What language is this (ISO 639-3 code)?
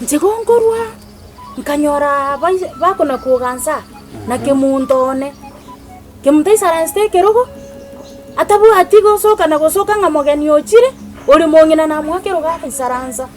guz